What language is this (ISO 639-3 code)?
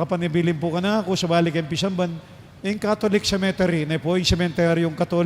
pam